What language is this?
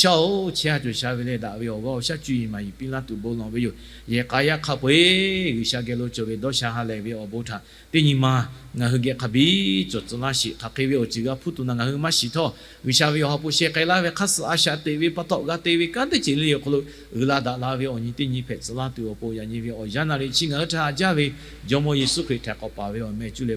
Lahu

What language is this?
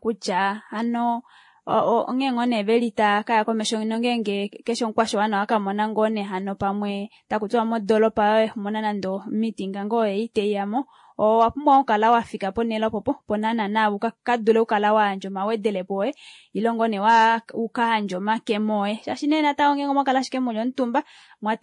Kuanyama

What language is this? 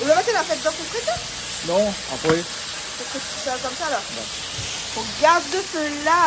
Réunion Creole French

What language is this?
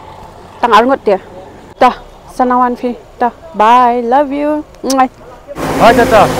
Khasi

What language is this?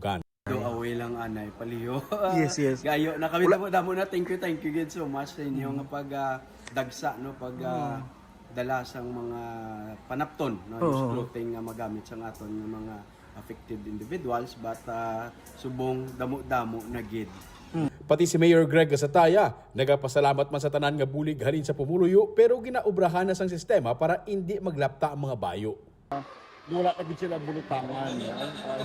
Hiligaynon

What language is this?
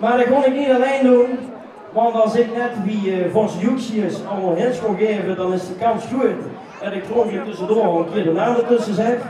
Limburgish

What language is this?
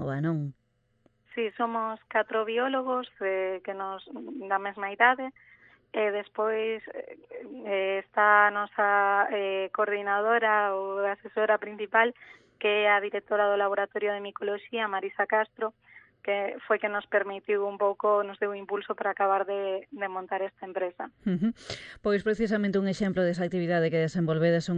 Galician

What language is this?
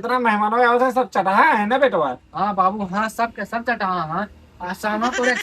Awadhi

